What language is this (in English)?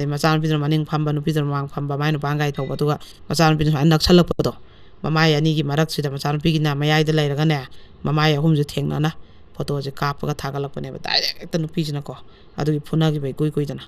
Manipuri